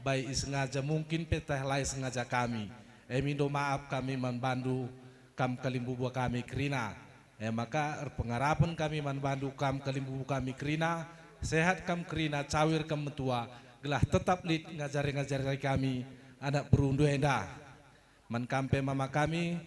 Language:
Batak Karo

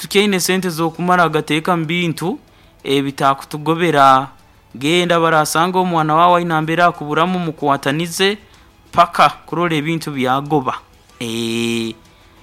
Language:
Nyoro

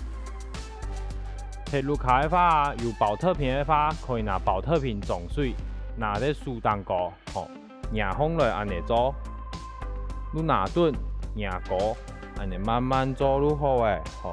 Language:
Hakka Chinese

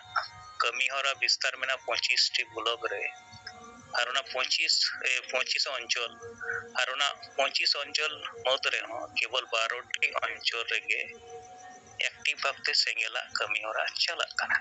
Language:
Santali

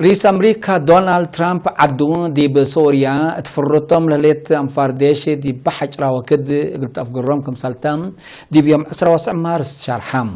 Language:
Tigre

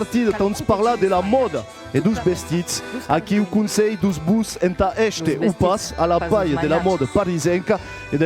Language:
Occitan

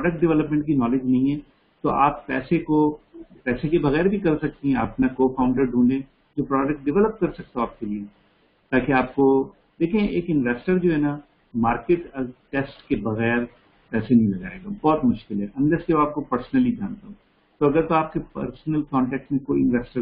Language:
Urdu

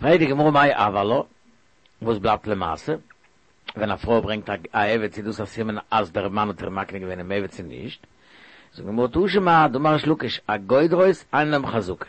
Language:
Yiddish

